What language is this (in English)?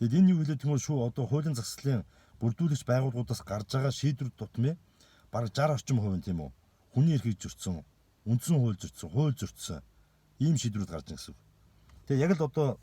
Mongolian